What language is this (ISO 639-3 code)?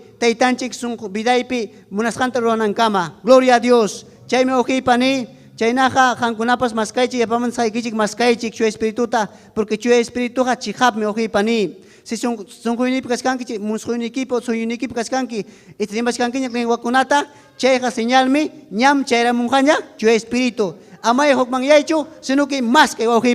quy